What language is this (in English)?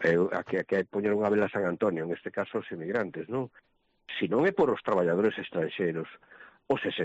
Galician